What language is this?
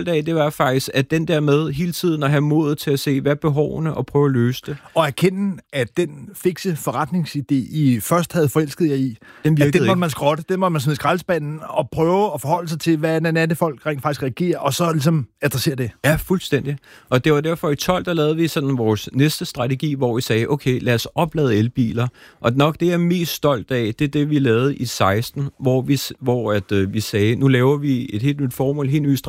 Danish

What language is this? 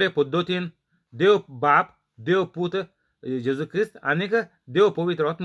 Konkani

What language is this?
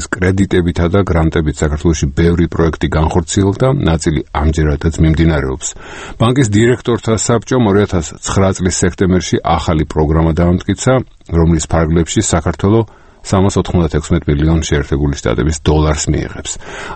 Georgian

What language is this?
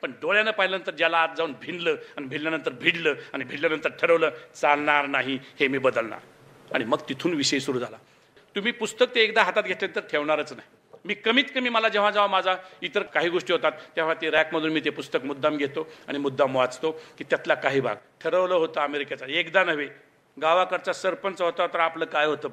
Marathi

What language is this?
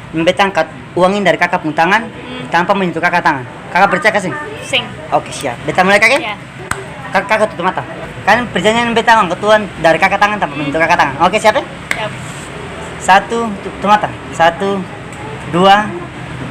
Ambonese Malay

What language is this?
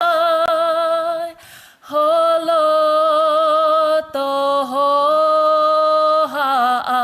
Tongan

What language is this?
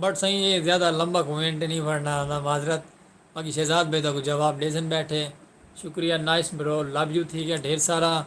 Saraiki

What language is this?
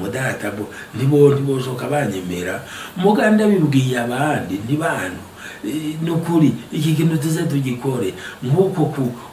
Rundi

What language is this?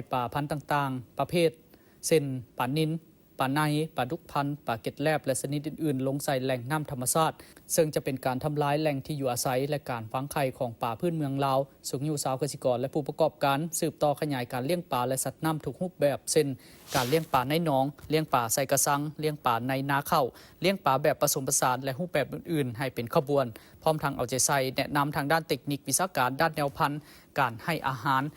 Lao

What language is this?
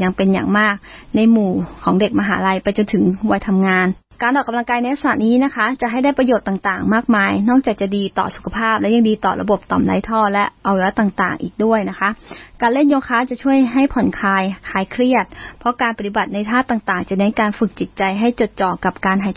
Thai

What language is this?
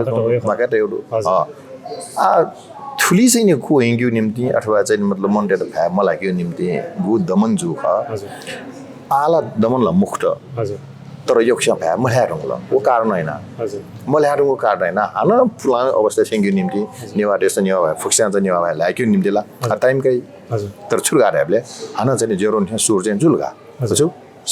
Newari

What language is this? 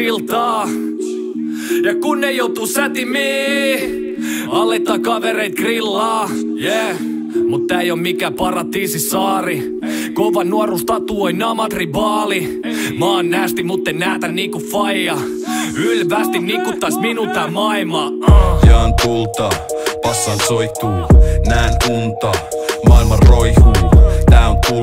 Finnish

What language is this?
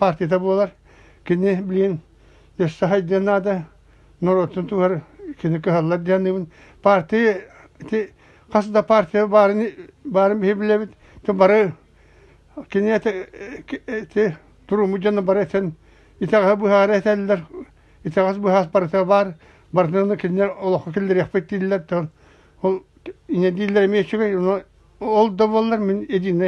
Yakut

